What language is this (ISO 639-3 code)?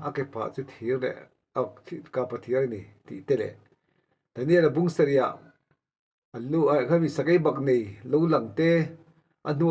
lus